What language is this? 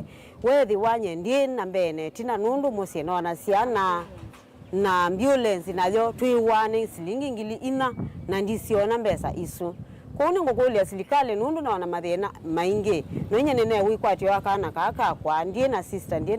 Kamba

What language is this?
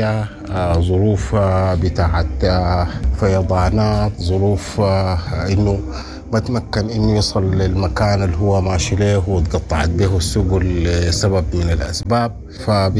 Sudanese Arabic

